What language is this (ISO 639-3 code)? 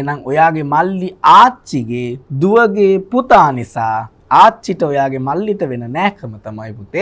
sin